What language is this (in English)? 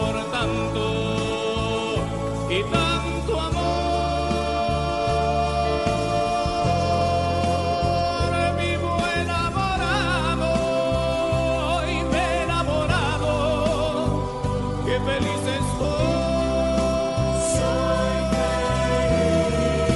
Spanish